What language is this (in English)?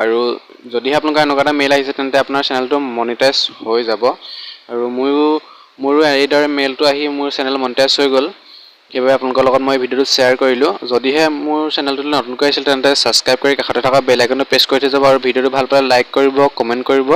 Assamese